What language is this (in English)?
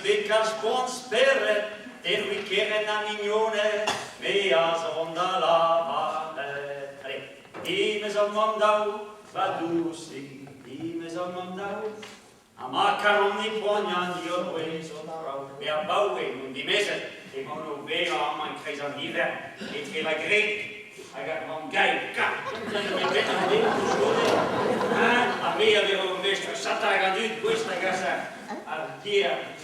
Breton